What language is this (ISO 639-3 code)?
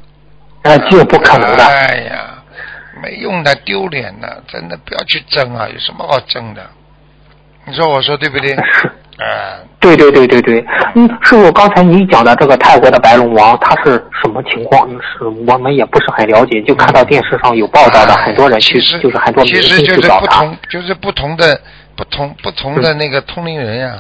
zho